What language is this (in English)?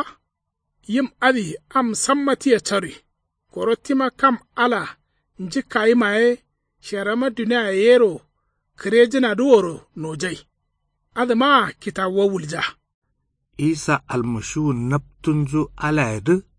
Kanuri